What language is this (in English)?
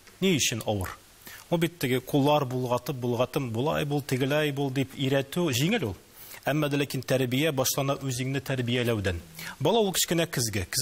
Tatar